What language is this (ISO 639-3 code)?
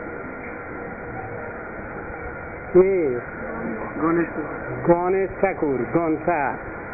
ben